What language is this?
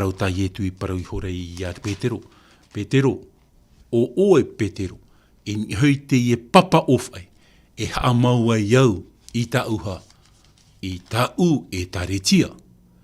Tahitian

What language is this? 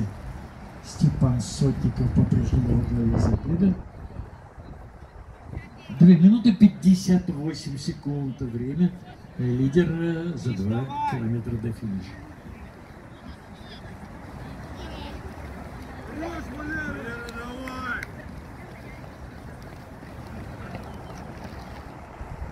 Russian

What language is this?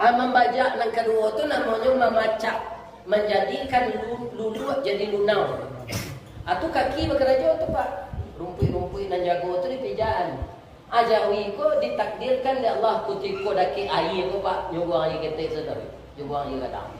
Minangkabau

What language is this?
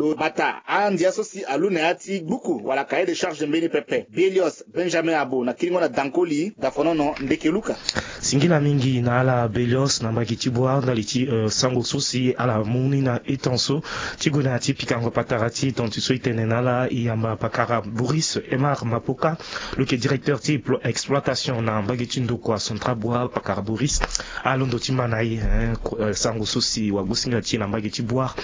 Sango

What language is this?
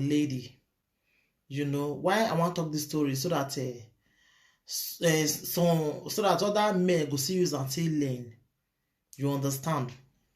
Nigerian Pidgin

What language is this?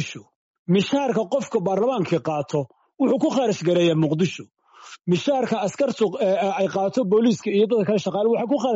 Somali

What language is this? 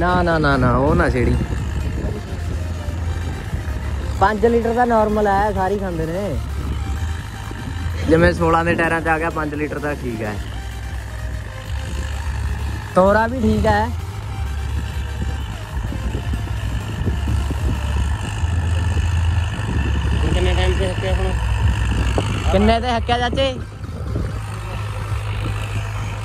Punjabi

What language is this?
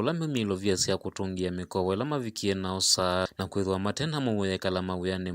Kamba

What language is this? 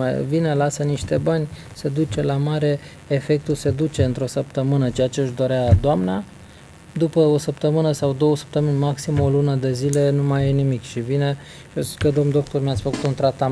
Romanian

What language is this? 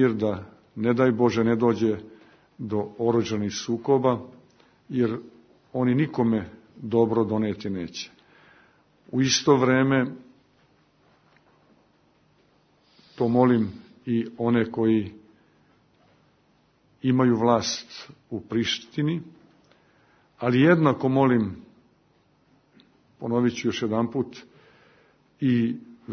Serbian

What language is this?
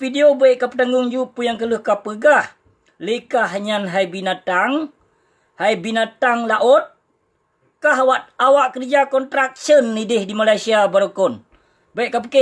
Achinese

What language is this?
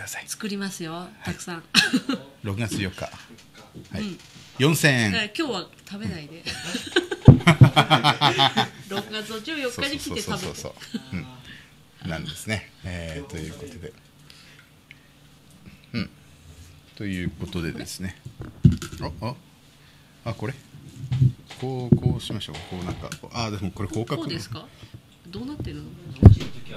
Japanese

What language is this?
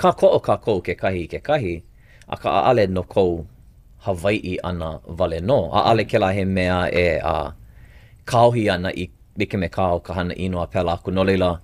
Hawaiian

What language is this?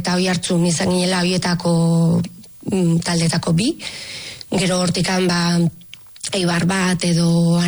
Basque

